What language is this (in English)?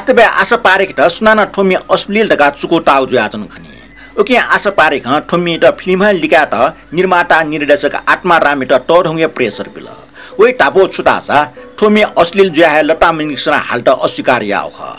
Newari